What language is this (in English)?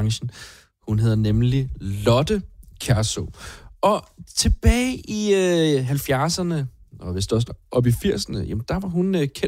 Danish